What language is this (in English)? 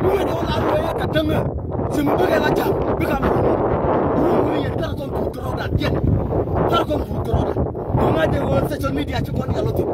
Nuer